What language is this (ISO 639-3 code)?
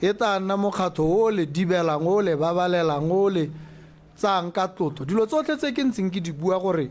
tsn